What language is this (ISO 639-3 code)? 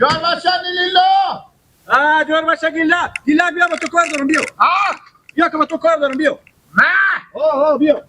haz